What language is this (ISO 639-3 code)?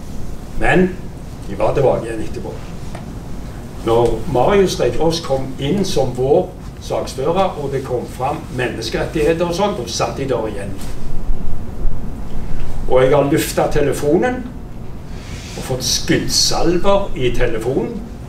nor